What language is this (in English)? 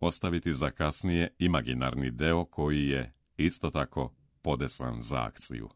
Serbian